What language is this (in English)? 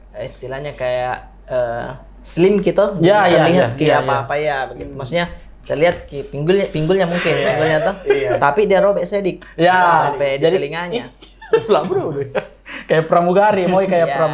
Makassar Malay